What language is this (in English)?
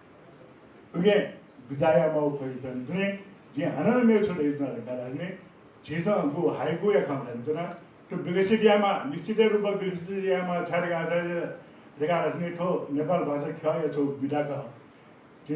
Newari